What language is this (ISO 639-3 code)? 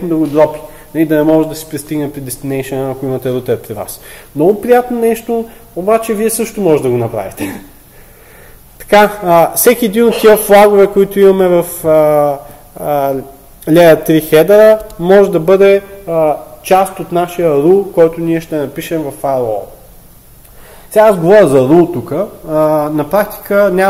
bul